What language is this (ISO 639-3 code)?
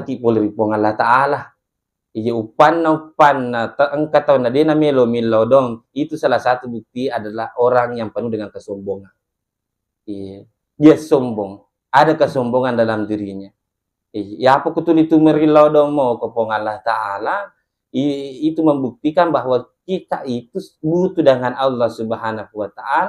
bug